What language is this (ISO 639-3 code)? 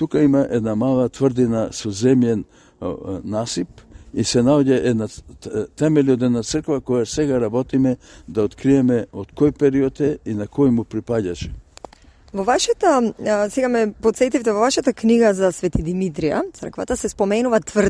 mkd